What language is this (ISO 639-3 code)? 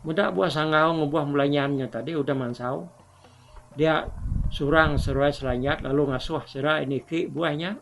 iba